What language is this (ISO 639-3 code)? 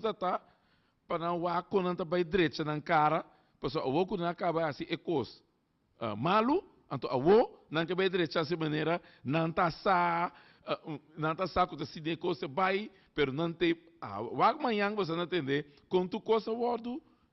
pap